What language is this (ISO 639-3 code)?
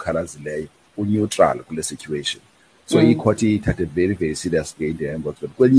xho